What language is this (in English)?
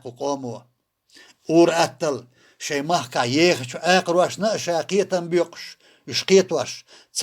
Chechen